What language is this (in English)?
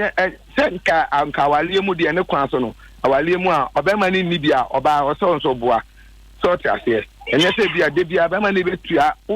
Akan